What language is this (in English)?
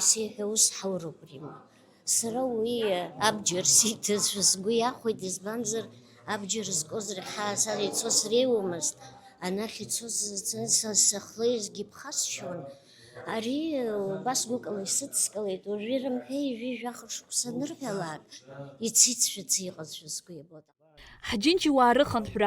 Abkhazian